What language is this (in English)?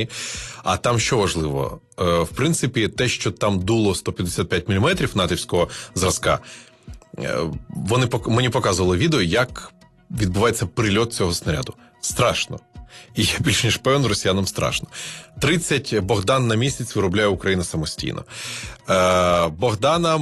Ukrainian